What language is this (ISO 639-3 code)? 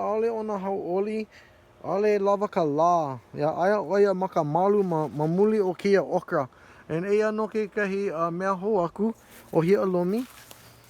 haw